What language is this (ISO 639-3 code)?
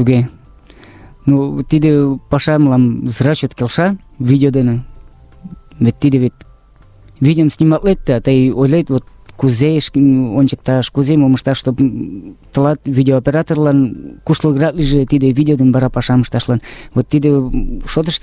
chm